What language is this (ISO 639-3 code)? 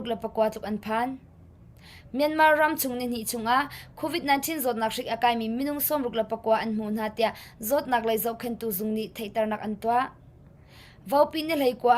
cnh